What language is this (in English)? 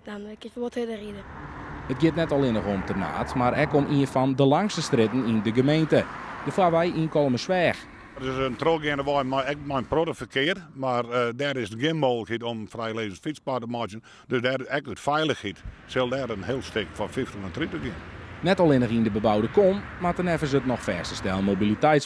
Western Frisian